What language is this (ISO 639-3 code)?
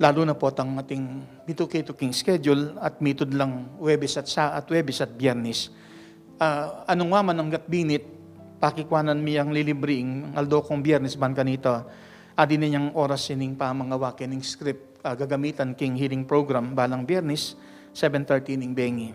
pam